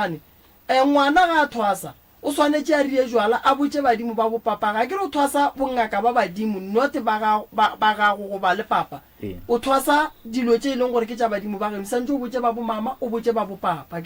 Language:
Northern Sotho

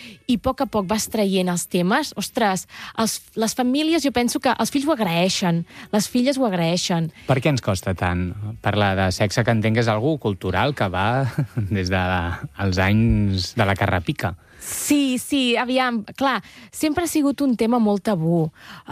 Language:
Catalan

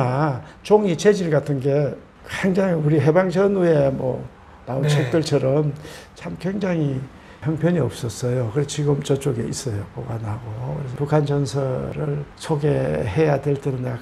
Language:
Korean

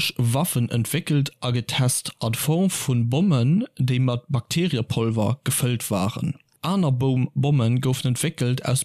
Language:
Luxembourgish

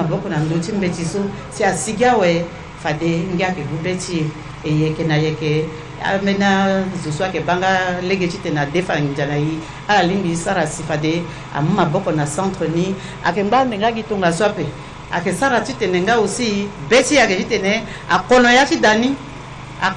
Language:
Sango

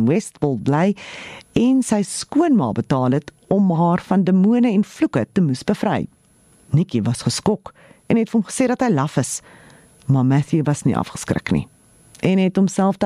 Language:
Afrikaans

